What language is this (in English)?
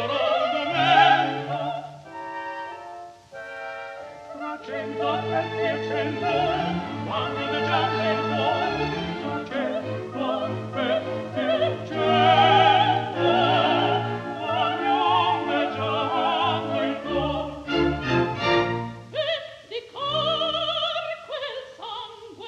Italian